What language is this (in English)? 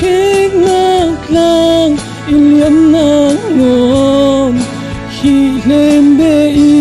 Falam Chin